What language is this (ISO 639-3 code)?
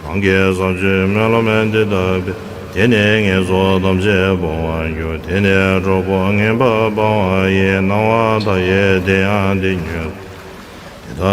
bod